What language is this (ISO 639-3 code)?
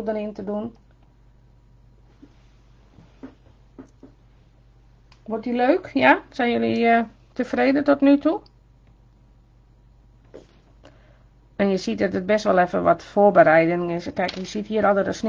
nld